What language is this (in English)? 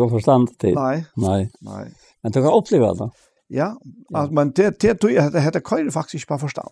Faroese